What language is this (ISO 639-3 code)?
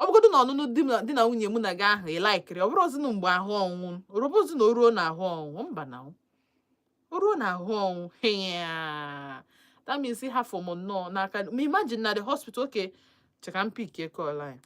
ibo